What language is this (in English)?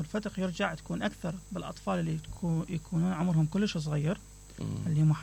Mesopotamian Arabic